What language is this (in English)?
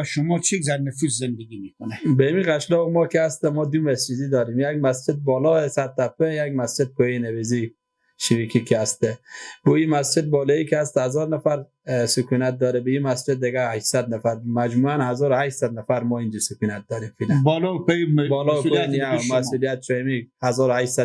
Persian